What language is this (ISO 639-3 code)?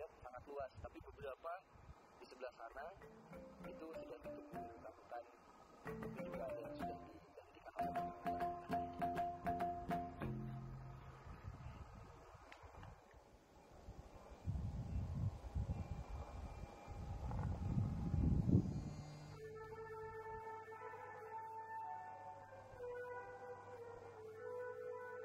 ind